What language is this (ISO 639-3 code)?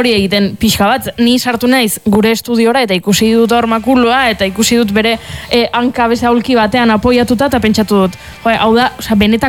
eus